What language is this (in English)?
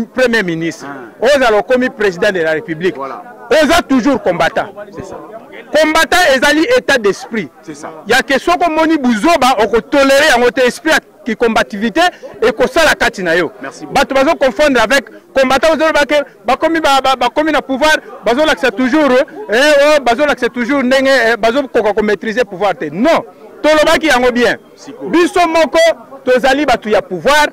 Lingala